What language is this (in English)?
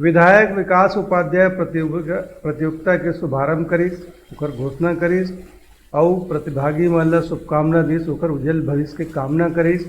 Chhattisgarhi